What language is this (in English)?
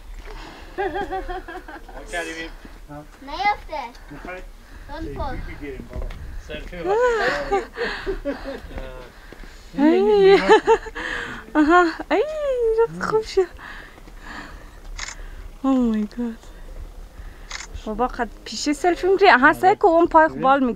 Persian